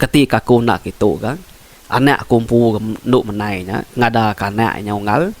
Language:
Iban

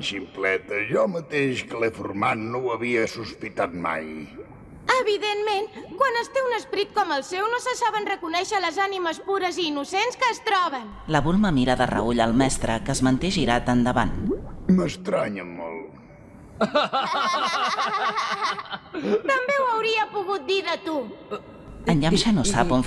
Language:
Catalan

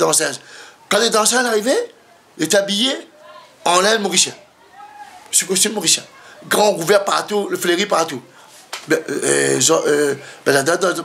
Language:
Réunion Creole French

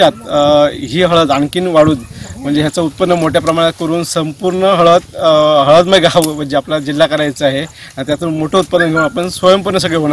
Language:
Marathi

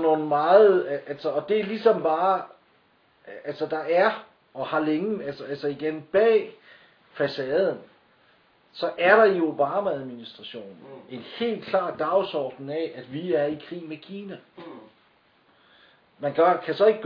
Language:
Danish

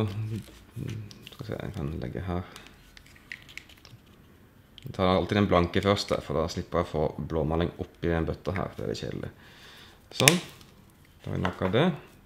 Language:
Norwegian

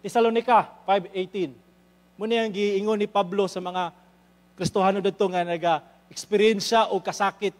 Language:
Cebuano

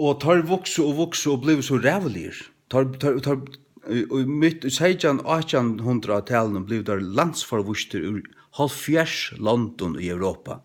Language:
Faroese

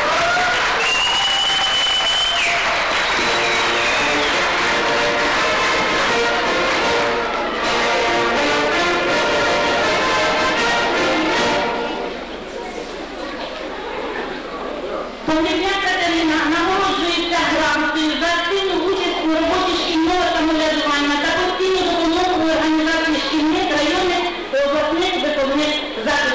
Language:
Ukrainian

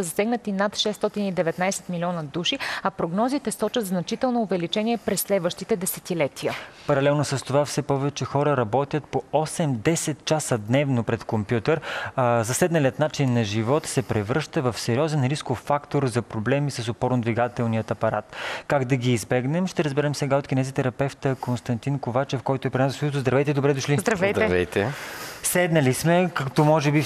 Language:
Bulgarian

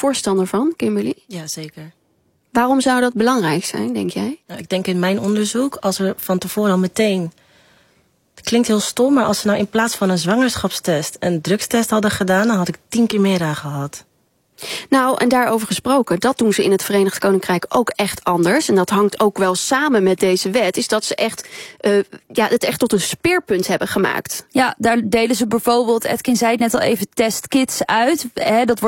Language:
Dutch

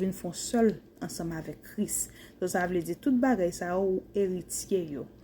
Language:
Haitian Creole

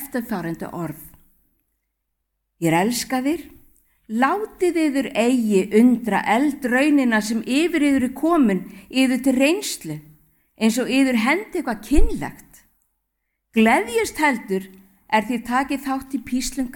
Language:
Icelandic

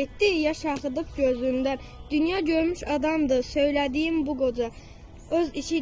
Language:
Azerbaijani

